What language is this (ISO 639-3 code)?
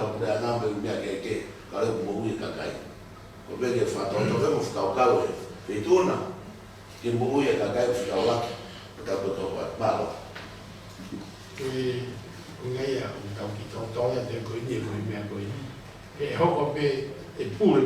ton